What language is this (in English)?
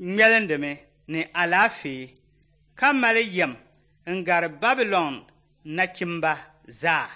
Dagbani